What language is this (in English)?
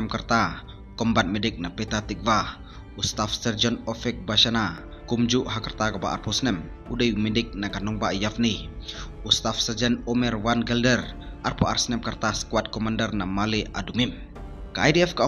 Khasi